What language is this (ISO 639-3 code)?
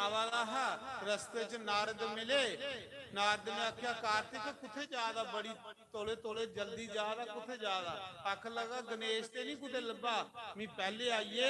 doi